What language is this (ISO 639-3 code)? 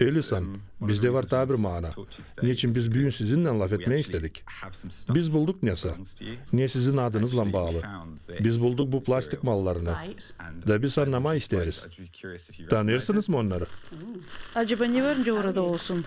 gag